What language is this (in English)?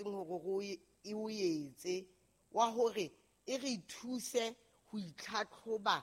Southern Sotho